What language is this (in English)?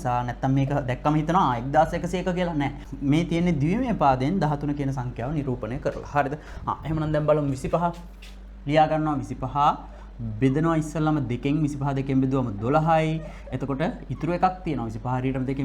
Sinhala